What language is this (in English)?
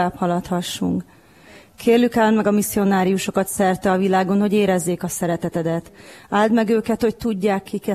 Hungarian